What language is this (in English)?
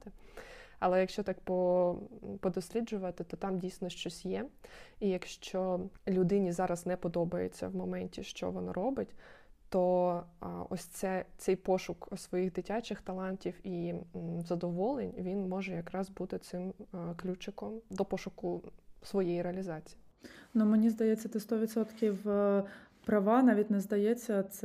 Ukrainian